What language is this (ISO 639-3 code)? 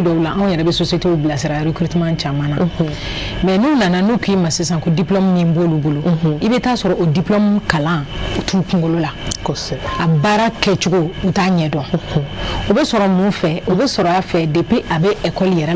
bam